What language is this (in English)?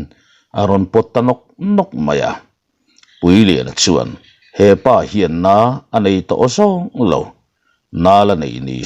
Mizo